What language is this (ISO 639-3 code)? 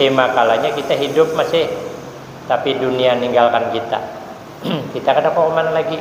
bjn